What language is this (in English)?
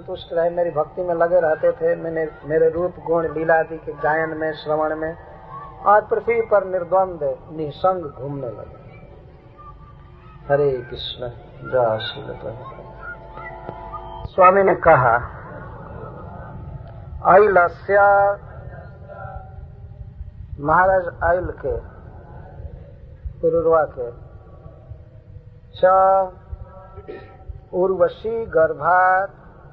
Hindi